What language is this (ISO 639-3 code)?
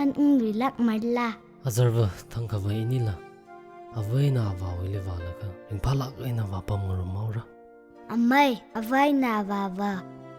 nmf